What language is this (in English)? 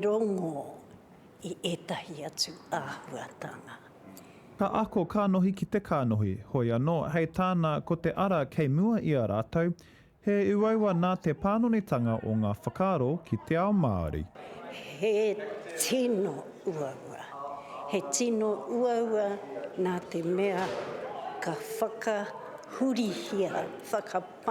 Māori